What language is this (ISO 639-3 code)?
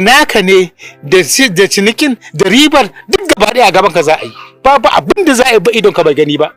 hau